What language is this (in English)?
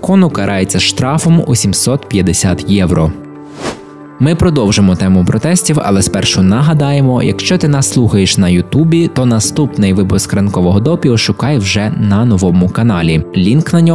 Ukrainian